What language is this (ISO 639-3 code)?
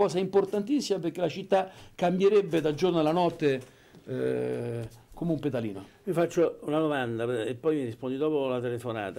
ita